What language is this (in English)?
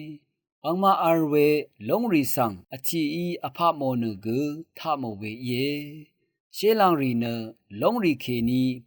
Rawang